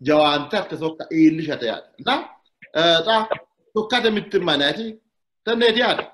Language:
Sidamo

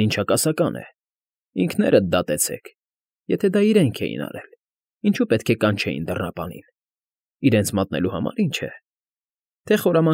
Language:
Armenian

